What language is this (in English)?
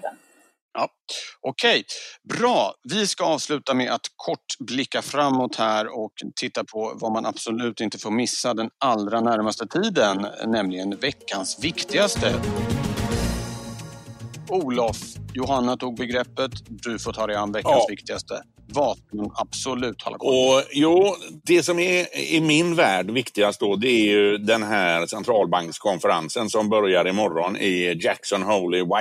Swedish